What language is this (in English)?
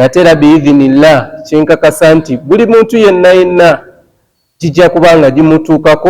Ganda